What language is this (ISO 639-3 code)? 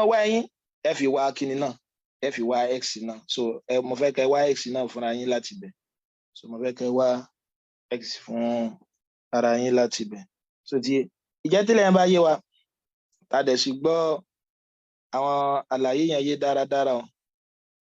yor